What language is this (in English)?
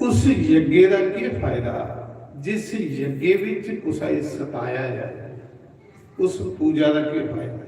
Dogri